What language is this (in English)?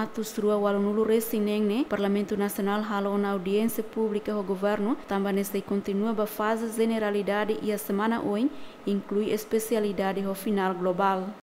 Tetum